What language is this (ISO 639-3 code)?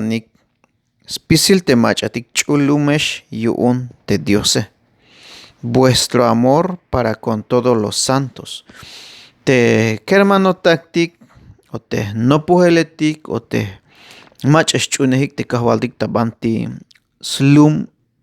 tzh